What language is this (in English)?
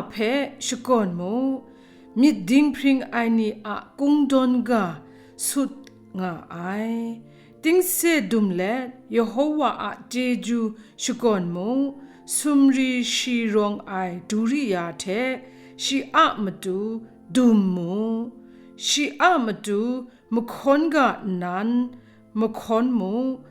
Kachin